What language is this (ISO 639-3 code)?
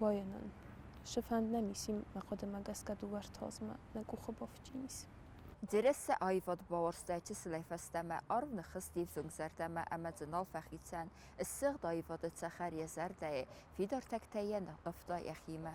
oss